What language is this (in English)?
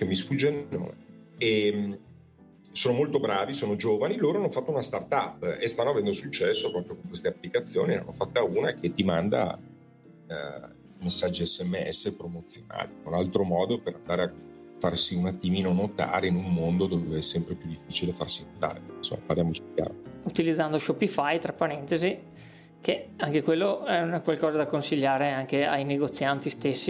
Italian